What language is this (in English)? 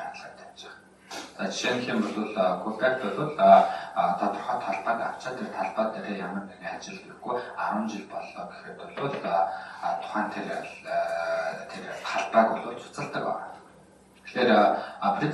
Mongolian